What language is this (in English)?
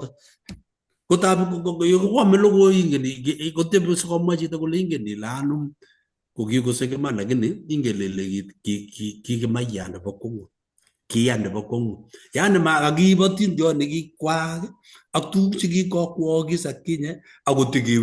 Kalenjin